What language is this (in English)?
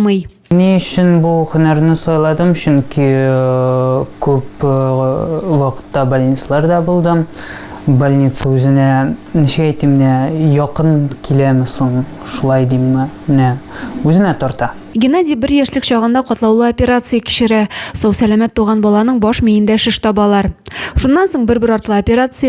Tatar